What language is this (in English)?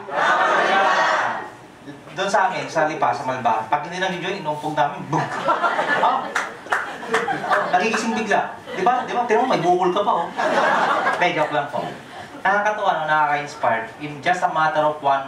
Filipino